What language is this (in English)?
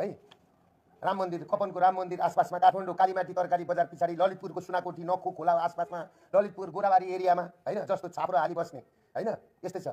Nepali